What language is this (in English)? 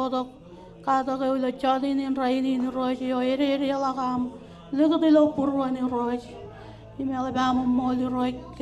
Marshallese